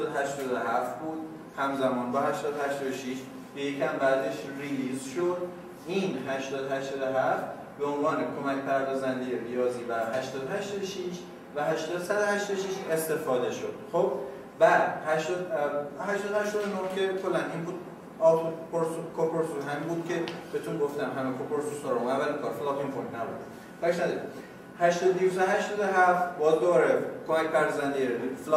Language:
Persian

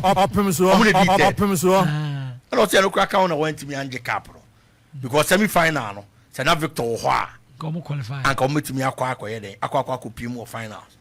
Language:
Akan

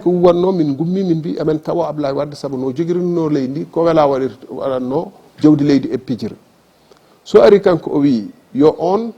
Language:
Fula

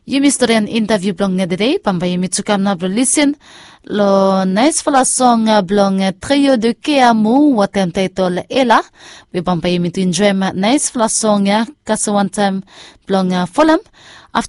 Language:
Bislama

